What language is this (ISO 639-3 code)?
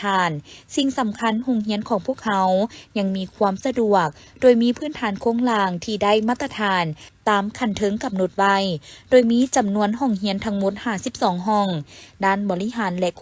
lao